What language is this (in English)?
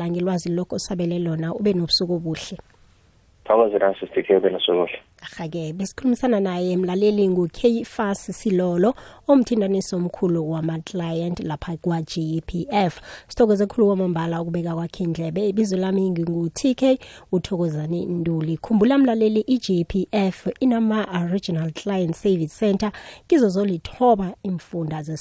South Ndebele